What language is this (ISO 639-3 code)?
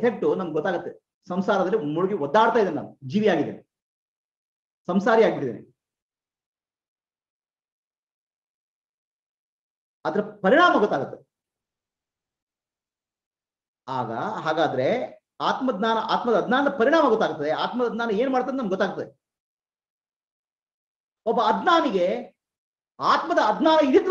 kan